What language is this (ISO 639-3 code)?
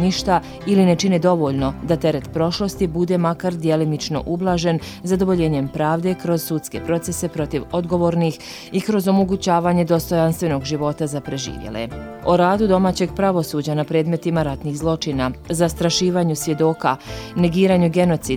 bos